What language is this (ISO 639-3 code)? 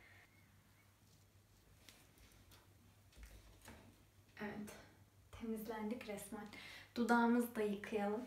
tur